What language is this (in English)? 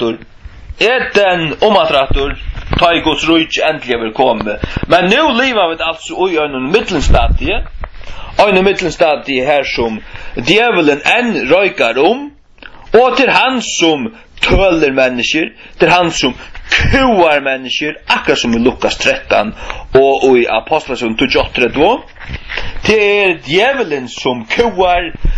Faroese